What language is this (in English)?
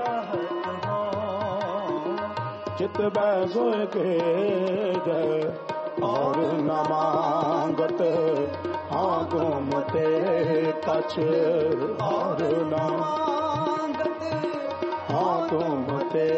Punjabi